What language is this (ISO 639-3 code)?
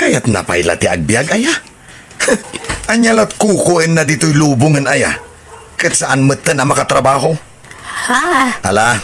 ilo